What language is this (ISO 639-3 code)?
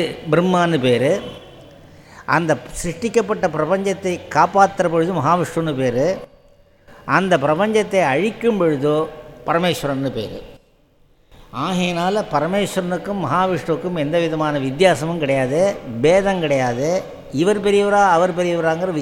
tam